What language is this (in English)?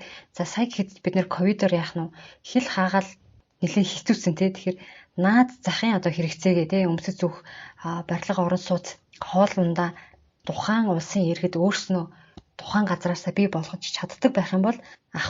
Mongolian